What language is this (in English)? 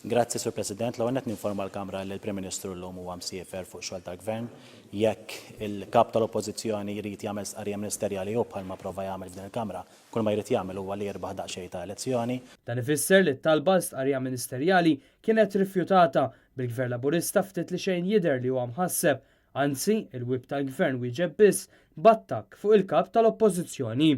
Maltese